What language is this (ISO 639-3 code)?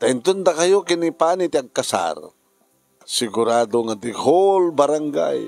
ilo